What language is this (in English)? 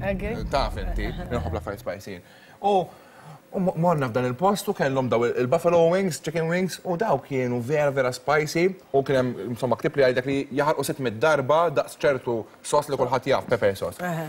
Maltese